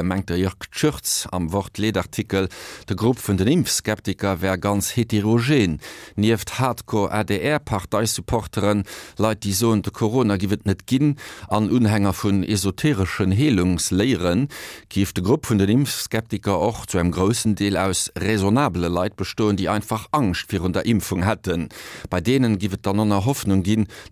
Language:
Luxembourgish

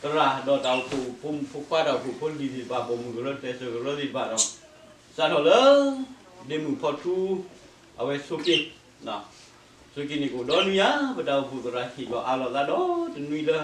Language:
S'gaw Karen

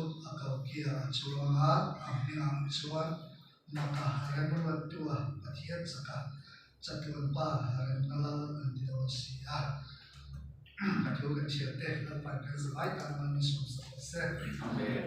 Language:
Mizo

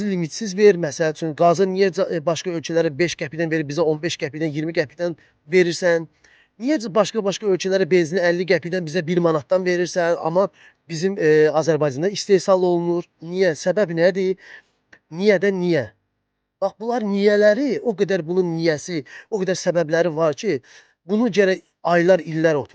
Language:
Azerbaijani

